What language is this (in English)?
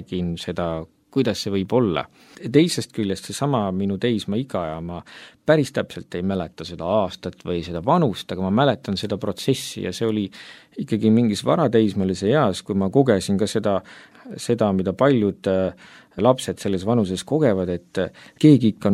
Estonian